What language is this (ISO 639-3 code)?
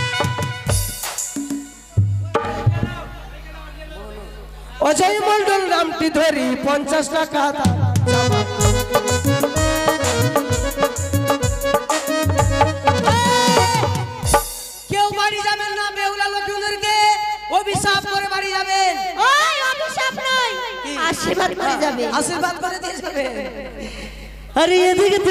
ben